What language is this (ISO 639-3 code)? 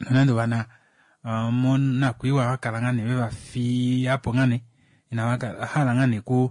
kua